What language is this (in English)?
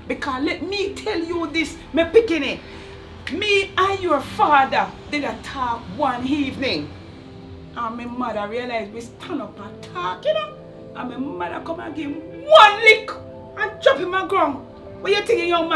Jamaican Creole English